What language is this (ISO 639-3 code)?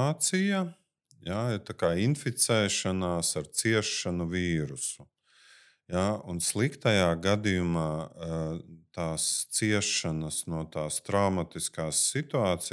lav